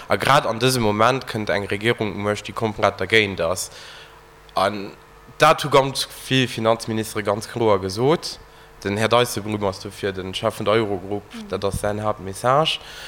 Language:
Luxembourgish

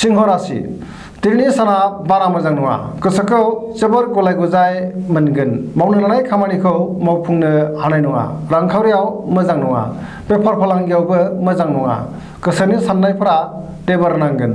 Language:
Bodo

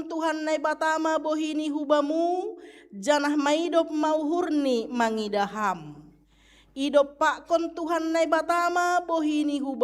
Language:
Batak Simalungun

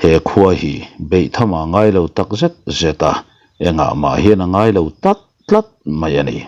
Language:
Mizo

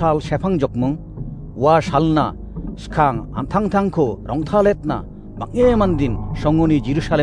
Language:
Garo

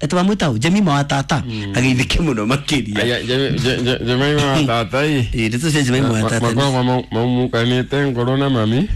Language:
Kikuyu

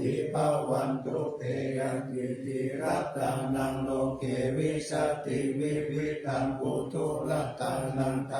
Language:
Pali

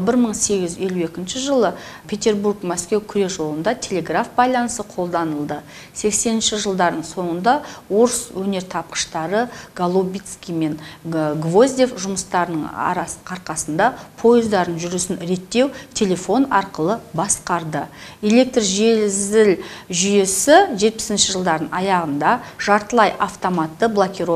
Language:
Kazakh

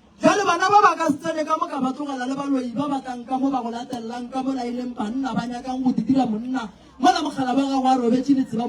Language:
Northern Sotho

